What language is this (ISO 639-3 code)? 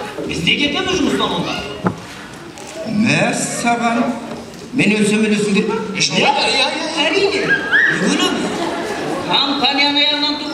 kaz